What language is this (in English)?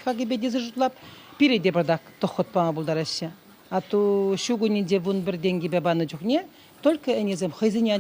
Chuvash